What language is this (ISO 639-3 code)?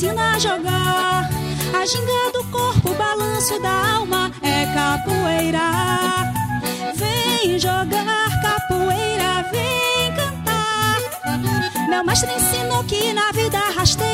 por